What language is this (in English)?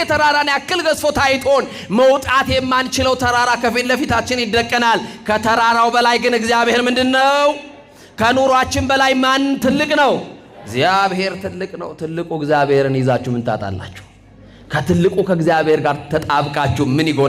Amharic